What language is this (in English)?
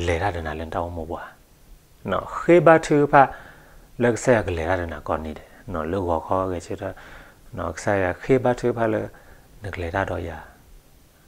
S'gaw Karen